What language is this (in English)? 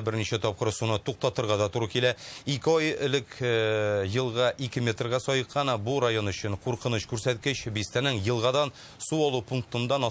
Tatar